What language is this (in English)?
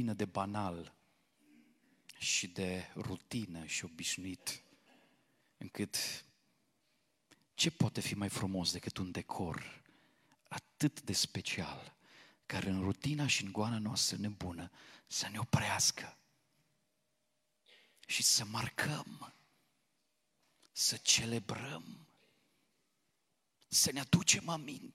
Romanian